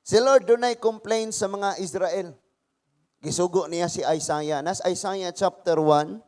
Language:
Cebuano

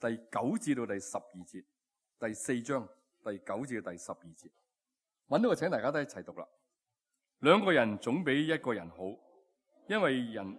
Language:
Cantonese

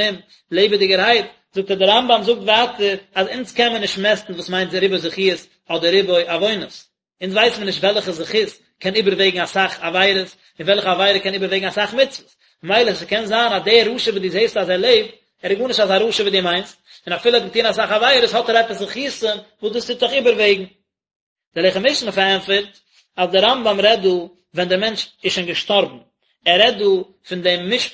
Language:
Yiddish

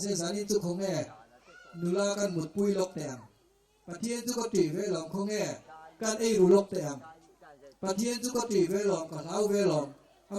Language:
Mizo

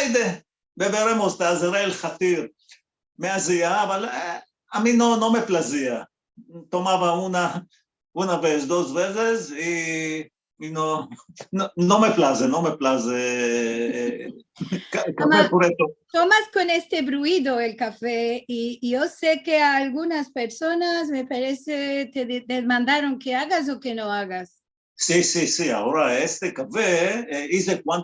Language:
Ladino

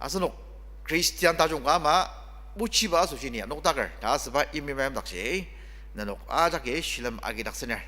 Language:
Ao Naga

